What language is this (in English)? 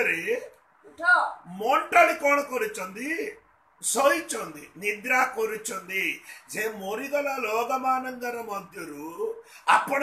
Odia